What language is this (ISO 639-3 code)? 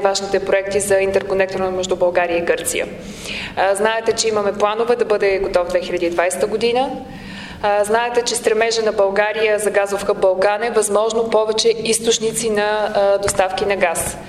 bul